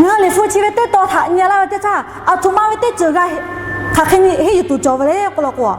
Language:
Lahu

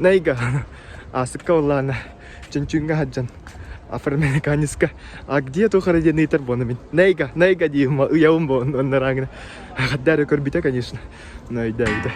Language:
Yakut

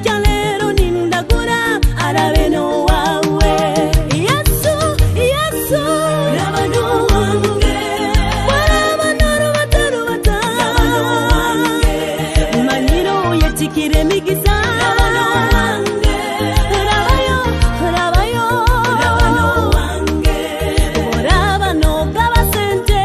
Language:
Nyoro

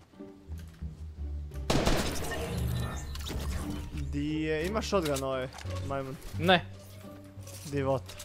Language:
Croatian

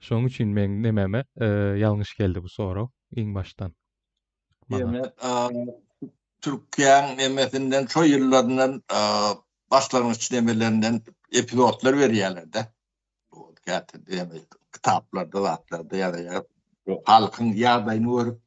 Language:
Turkmen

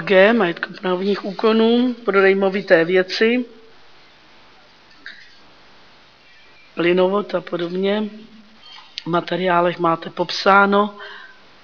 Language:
Czech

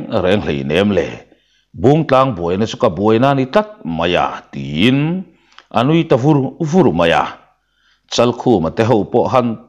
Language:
Mizo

